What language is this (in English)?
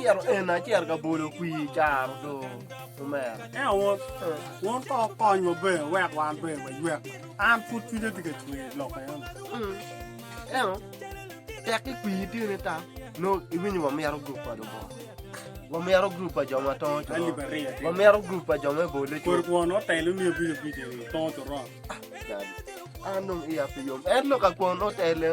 Acoli